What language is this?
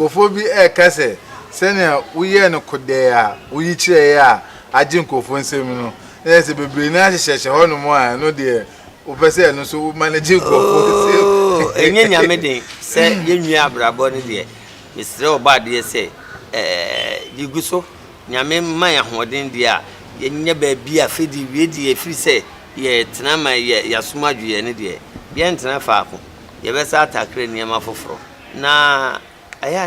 Akan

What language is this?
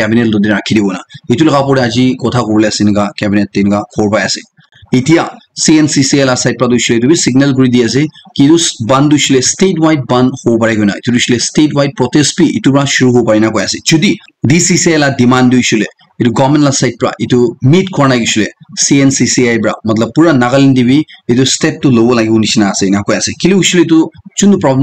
Naga Pidgin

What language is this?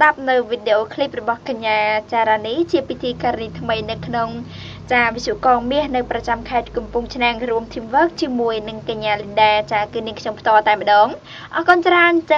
Khmer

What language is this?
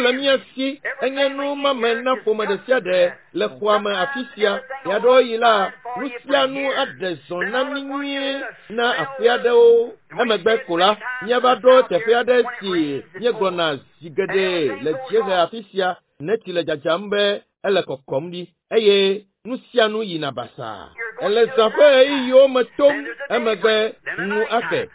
Ewe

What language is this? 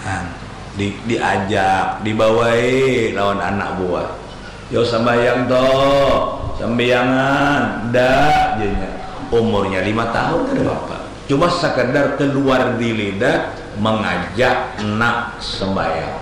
Banjar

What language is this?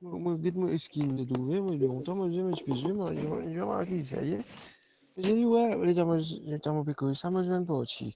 Morisyen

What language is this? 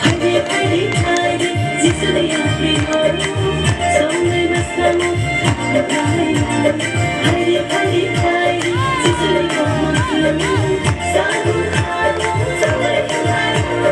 Kok Borok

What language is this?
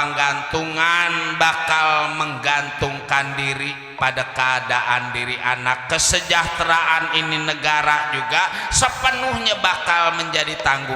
Betawi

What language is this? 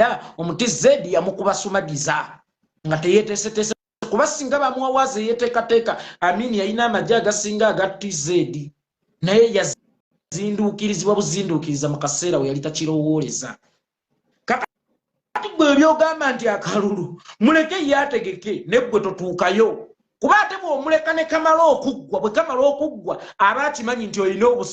Ganda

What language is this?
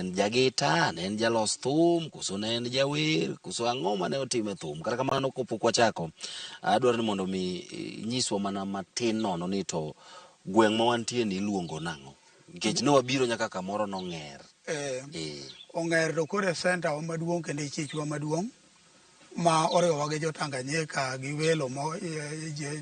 Luo (Kenya and Tanzania)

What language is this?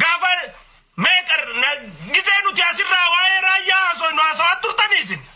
Oromo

